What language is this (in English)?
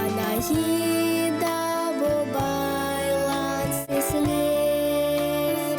Gagauz